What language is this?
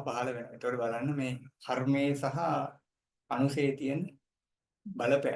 Sinhala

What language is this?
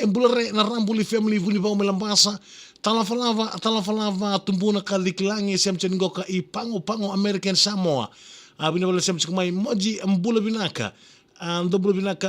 Fijian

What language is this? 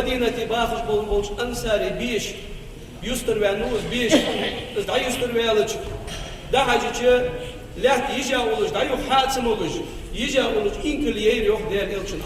Ingush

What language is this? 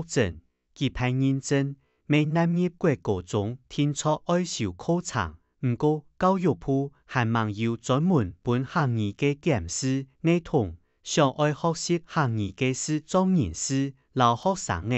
Hakka Chinese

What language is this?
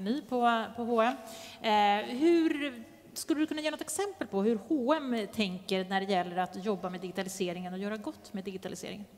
Swedish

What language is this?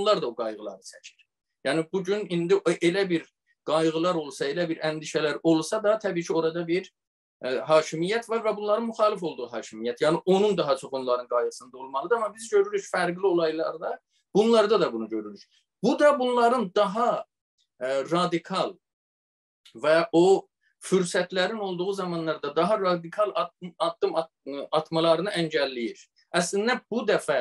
South Azerbaijani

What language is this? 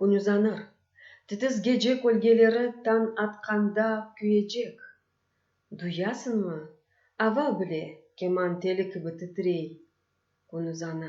Crimean Tatar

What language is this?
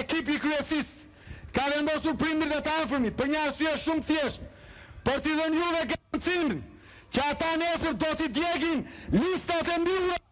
Albanian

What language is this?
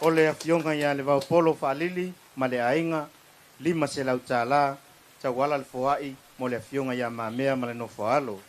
Samoan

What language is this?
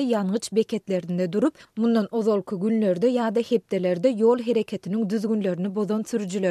Turkmen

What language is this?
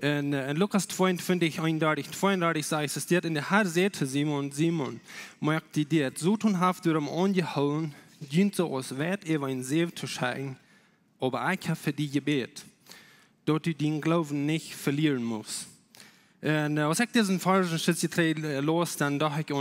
Plautdietsch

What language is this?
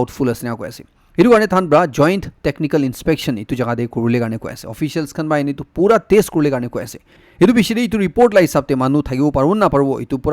Naga Pidgin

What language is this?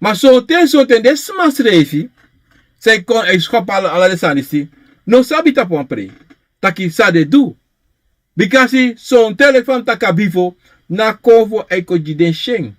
Sranan Tongo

